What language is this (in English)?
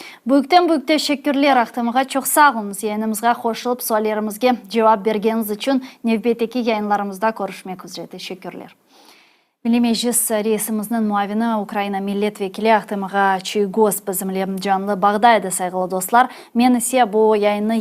Crimean Tatar